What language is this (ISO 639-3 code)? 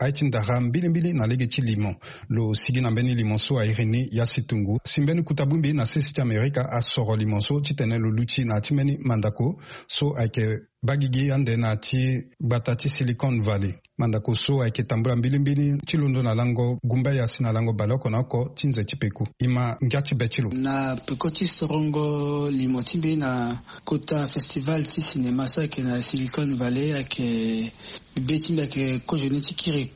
sag